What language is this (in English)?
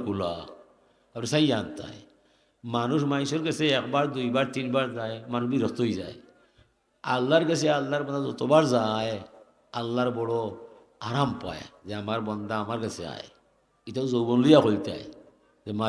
Sylheti